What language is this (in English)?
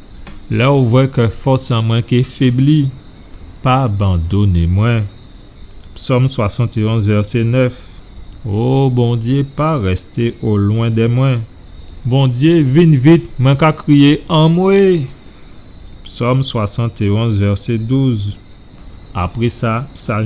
Guadeloupean Creole French